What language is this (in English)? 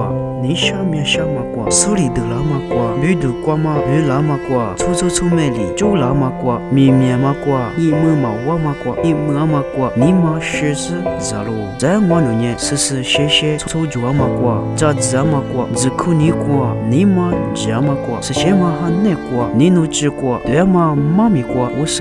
Lisu